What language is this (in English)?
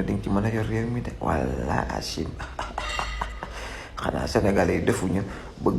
Wolof